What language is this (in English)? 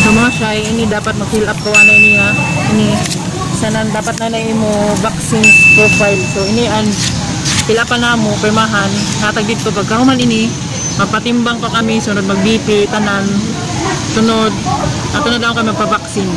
Cebuano